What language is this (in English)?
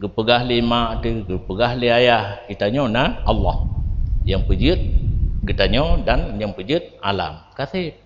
Achinese